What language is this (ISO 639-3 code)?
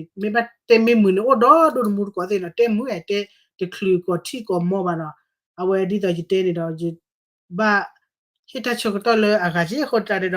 ksw